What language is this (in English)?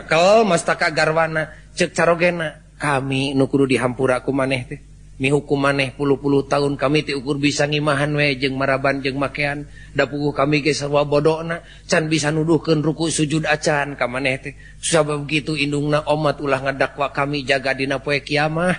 Sundanese